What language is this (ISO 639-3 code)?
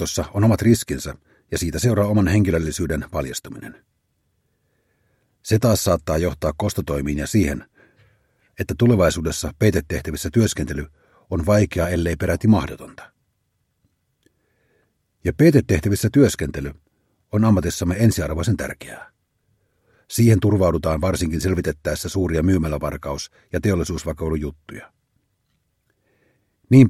fin